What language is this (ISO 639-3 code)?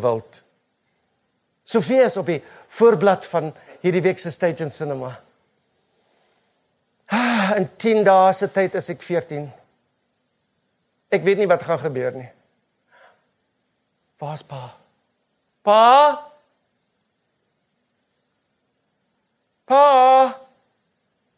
afr